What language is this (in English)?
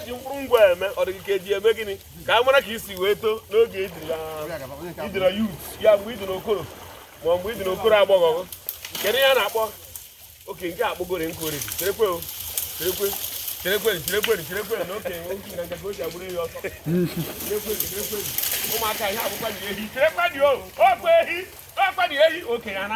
Igbo